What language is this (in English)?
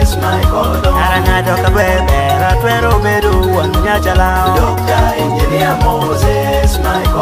Lango (Uganda)